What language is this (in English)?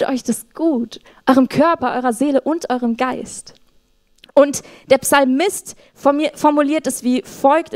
Swiss German